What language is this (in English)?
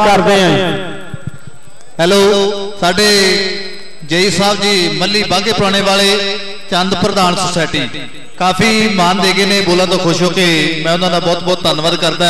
Punjabi